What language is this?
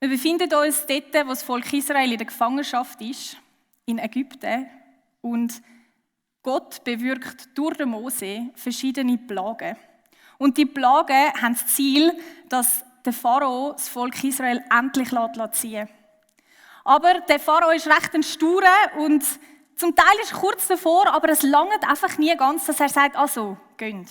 Swiss German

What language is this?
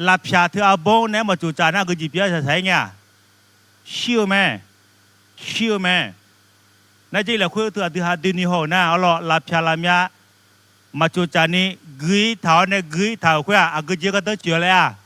Akha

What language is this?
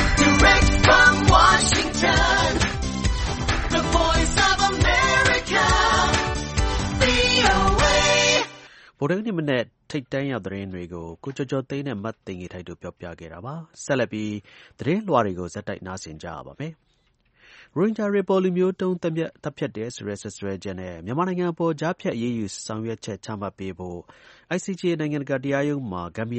Burmese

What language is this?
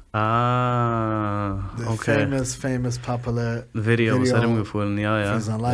Yiddish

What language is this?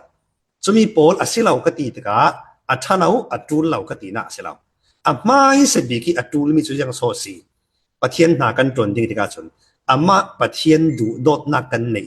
Falam Chin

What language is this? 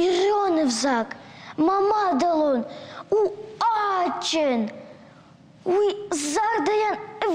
Ossetic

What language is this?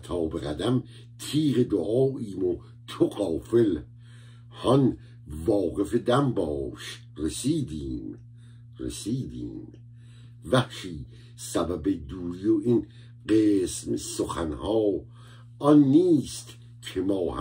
Persian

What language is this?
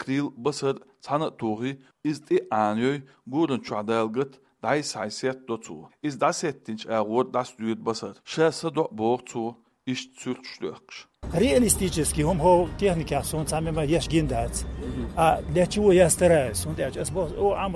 Chechen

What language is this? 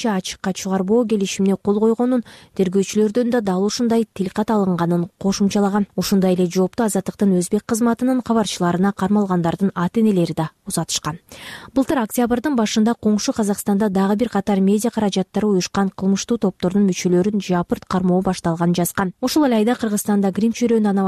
Kyrgyz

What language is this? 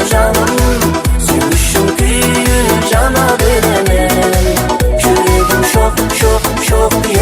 Kara-Kalpak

